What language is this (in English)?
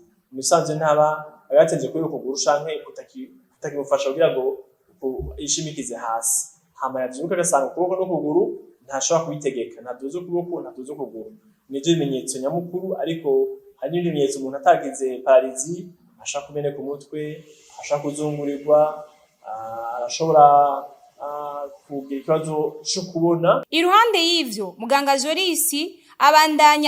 Rundi